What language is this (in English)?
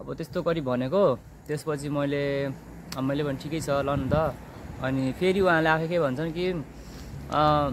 Nepali